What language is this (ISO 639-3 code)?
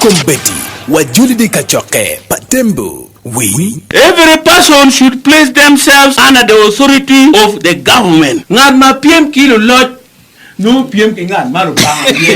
ach